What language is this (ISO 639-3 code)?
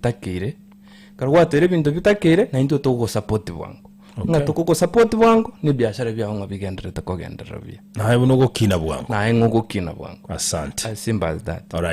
guz